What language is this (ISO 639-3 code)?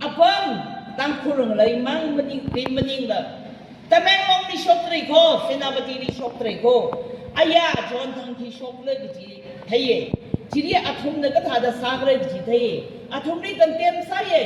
nmf